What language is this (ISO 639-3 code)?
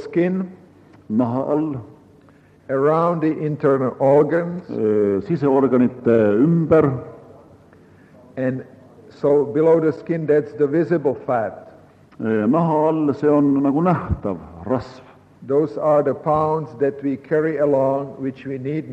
est